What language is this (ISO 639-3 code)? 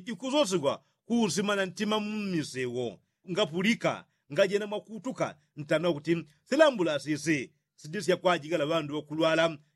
yao